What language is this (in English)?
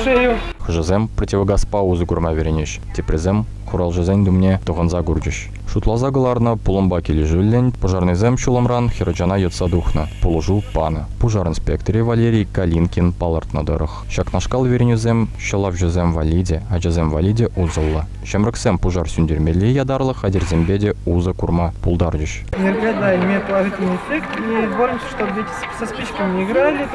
Chuvash